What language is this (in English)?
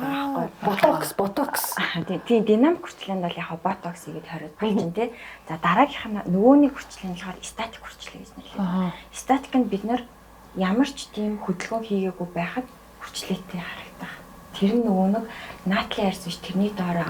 Mongolian